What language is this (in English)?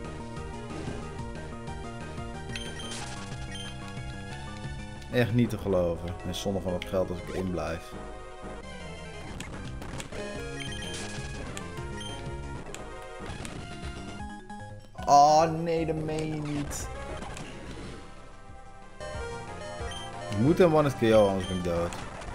Dutch